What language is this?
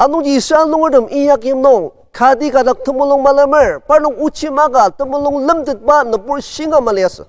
Ao Naga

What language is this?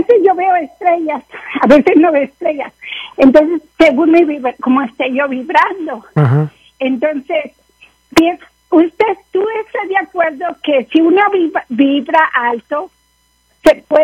Spanish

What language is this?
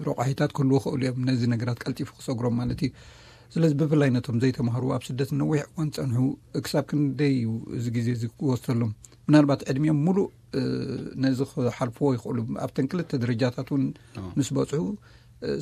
Tigrinya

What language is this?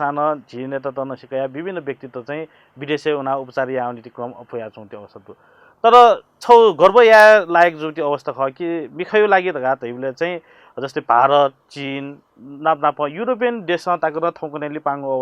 Newari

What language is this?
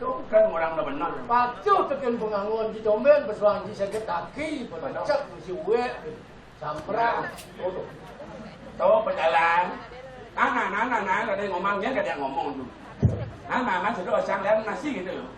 Balinese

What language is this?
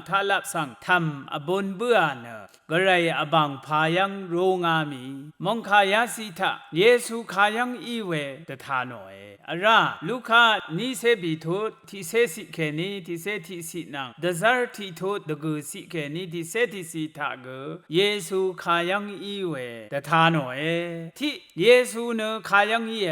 Rawang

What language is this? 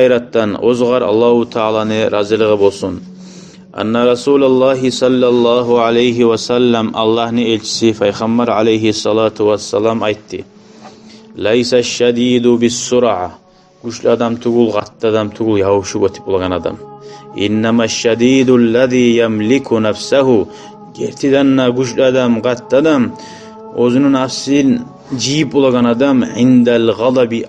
Kumyk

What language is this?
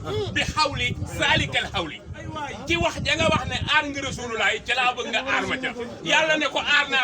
Wolof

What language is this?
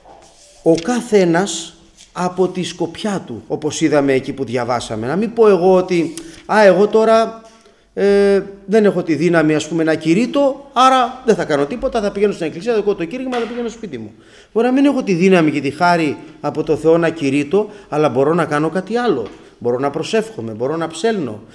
Greek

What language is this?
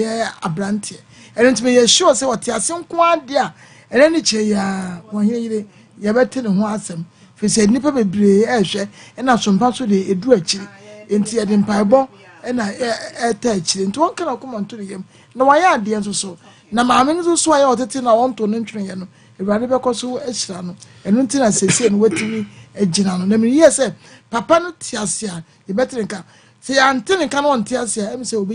Akan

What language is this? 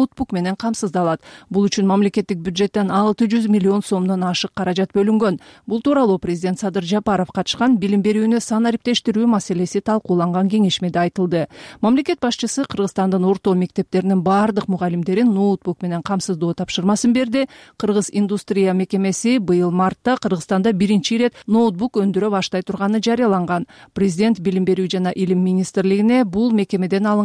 Kyrgyz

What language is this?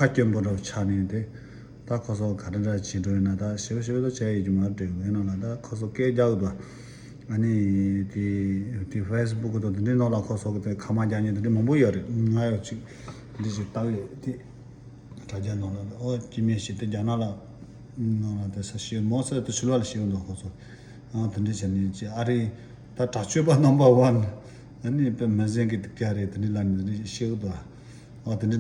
Tibetan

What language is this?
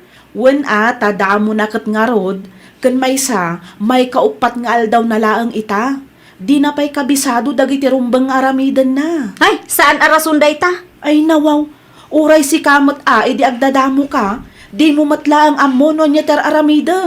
Iloko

